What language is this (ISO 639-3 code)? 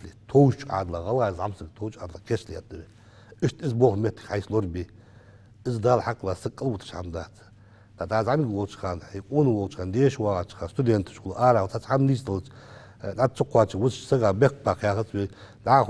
inh